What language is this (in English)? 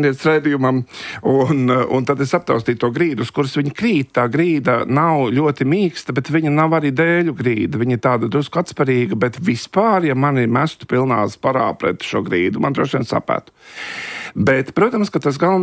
Latvian